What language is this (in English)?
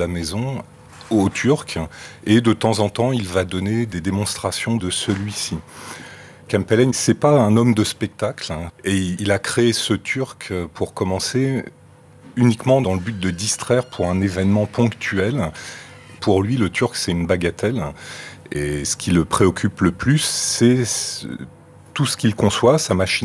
French